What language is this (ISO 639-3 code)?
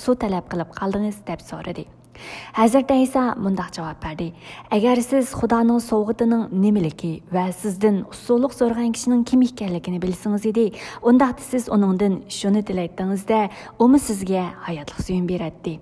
uig